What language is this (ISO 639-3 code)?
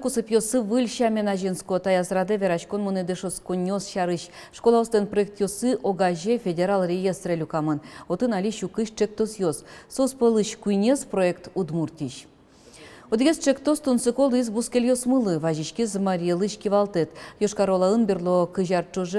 udm